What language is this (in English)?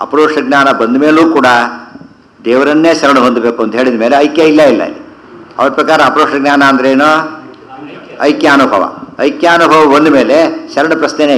Kannada